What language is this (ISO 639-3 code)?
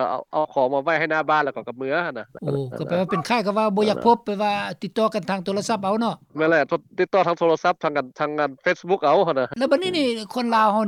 lao